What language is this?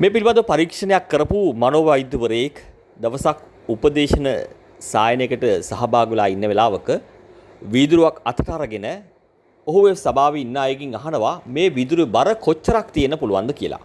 Sinhala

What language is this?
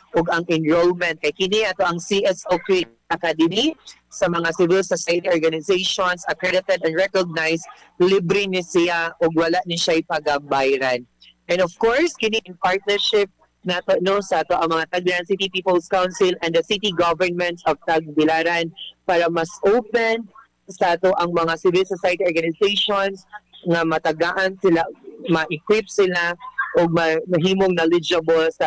Cebuano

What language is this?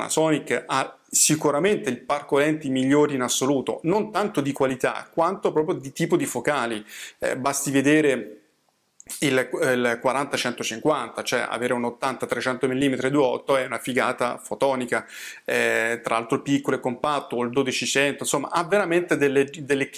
Italian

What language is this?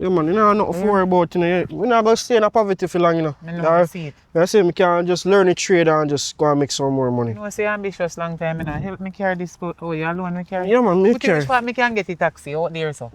Jamaican Creole English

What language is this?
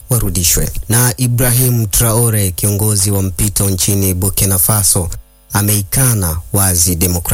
Swahili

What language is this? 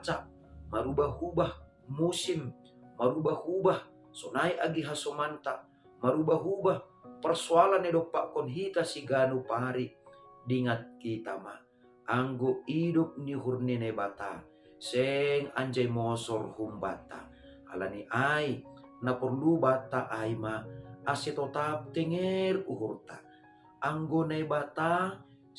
Batak Simalungun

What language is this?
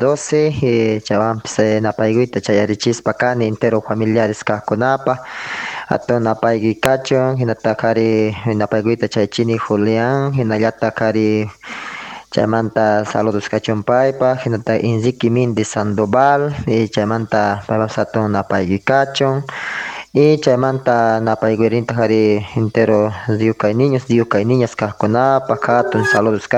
South Bolivian Quechua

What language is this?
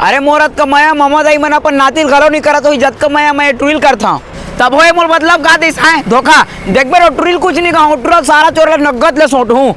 Chhattisgarhi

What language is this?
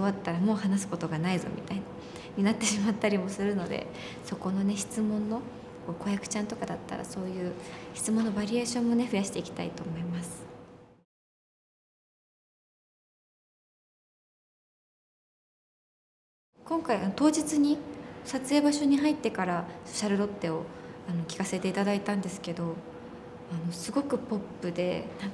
Japanese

